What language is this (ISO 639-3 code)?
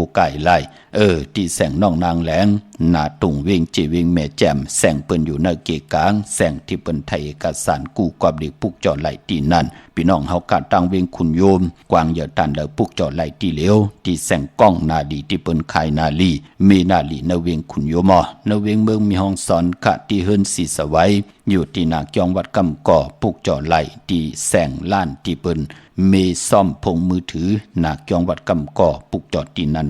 shn